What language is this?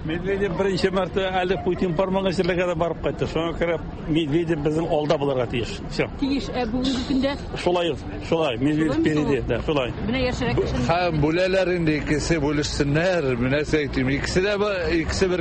Tatar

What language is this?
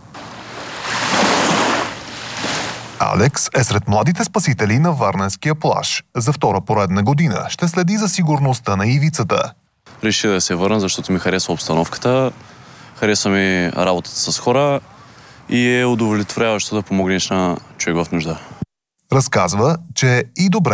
Bulgarian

